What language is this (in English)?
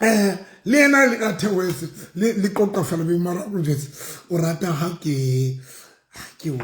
Southern Sotho